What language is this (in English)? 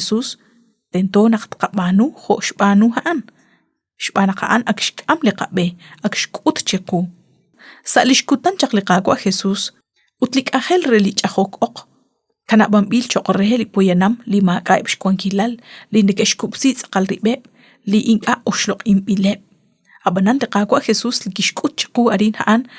Kekchí